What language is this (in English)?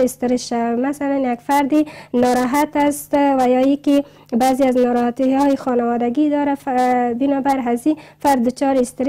Persian